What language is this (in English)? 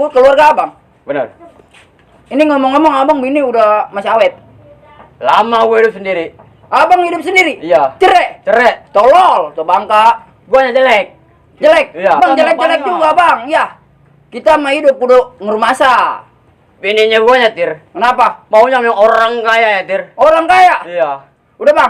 Betawi